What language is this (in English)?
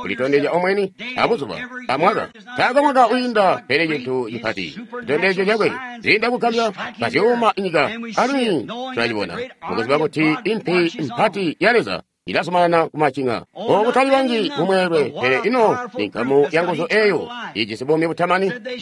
Tonga (Zambia)